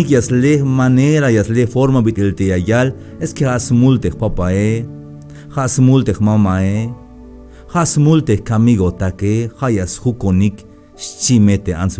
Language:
Tzeltal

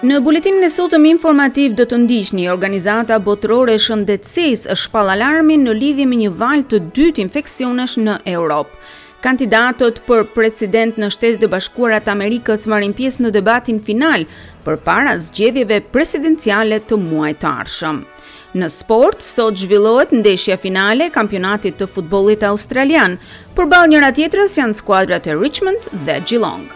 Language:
Albanian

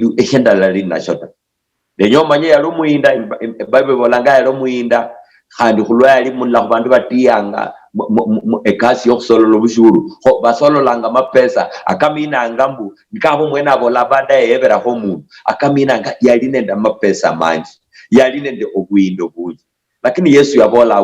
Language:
Luyia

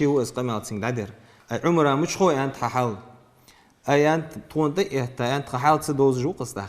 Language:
Ingush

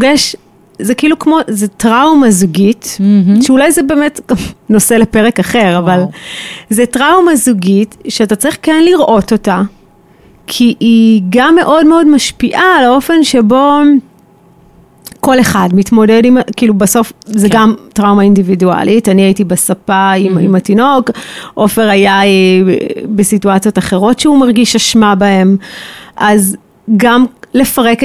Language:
Hebrew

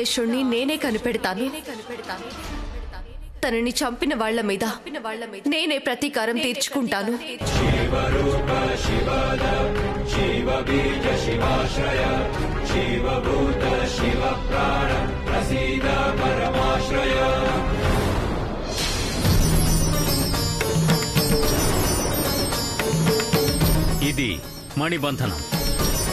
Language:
Telugu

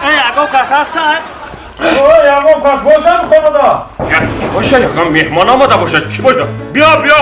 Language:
Tajik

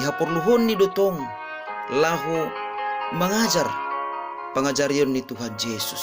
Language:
Batak Simalungun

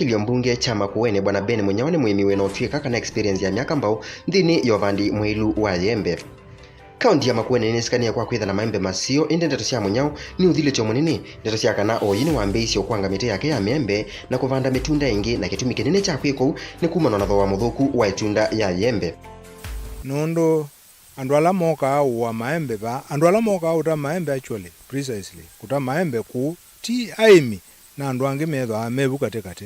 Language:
Kamba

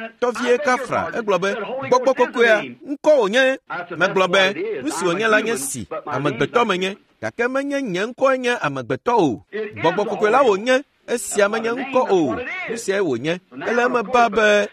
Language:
Ewe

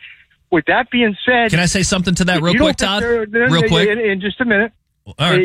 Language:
English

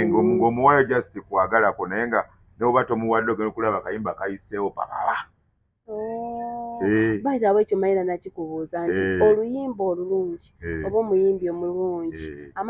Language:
Ganda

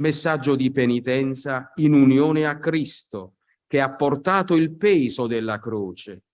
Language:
Italian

